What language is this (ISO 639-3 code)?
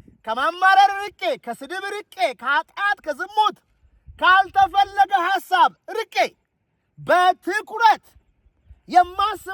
amh